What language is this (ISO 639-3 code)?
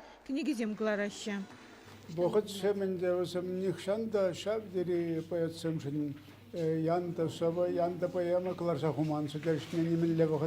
chv